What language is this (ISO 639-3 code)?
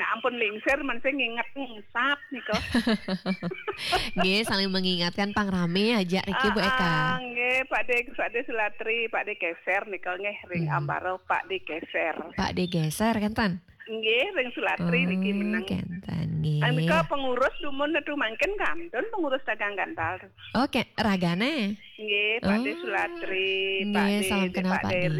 ban